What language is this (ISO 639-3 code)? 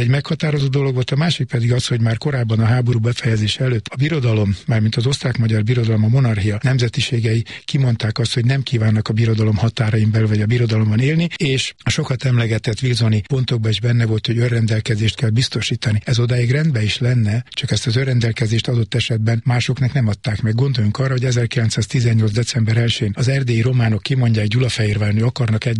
hun